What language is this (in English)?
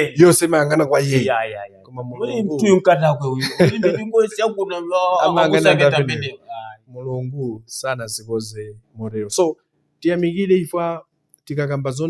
Nyanja